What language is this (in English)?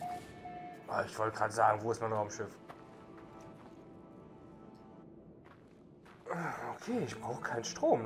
German